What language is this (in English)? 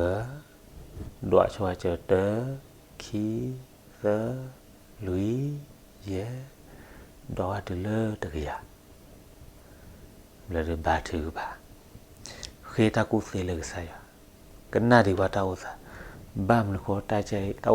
S'gaw Karen